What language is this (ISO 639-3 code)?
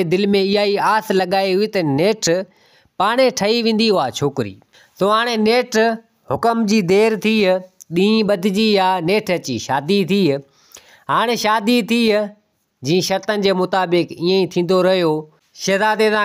snd